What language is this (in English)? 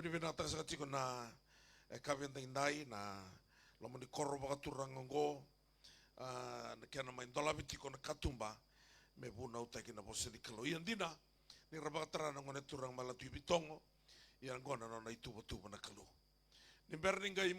Fijian